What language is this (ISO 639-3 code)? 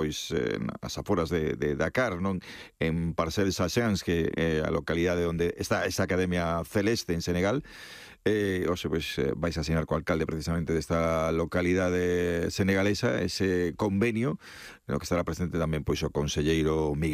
glg